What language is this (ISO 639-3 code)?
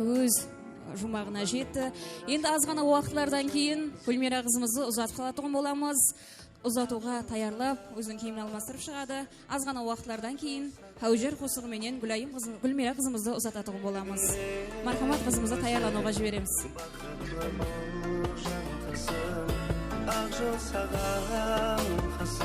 kaa